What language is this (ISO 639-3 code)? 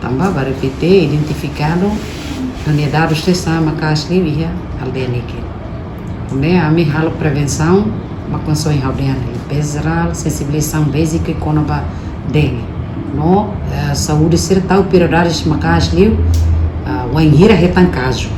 tet